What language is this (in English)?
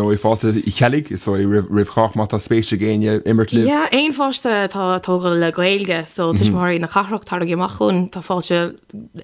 Irish